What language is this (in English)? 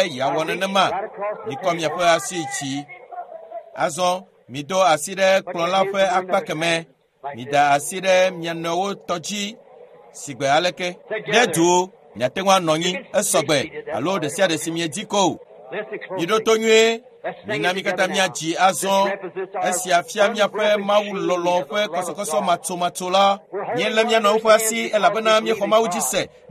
Ewe